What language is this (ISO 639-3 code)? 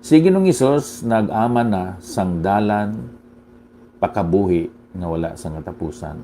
hil